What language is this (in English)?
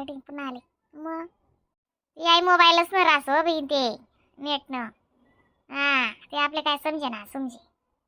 Khandesi